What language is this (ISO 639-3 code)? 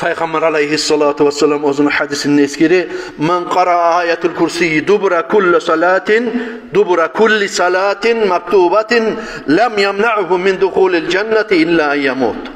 kum